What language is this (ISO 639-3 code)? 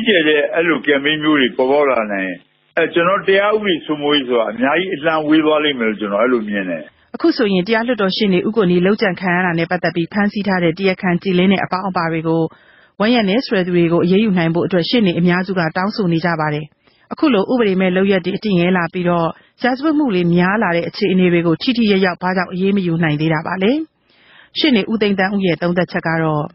mya